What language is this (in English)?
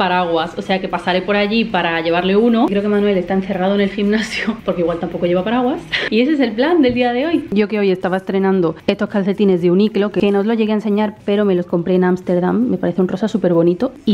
Spanish